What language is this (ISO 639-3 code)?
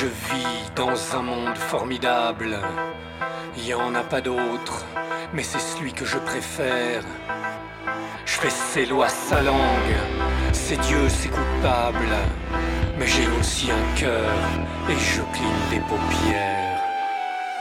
fra